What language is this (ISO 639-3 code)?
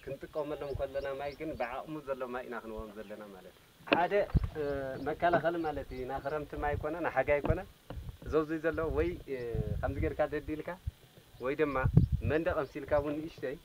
tir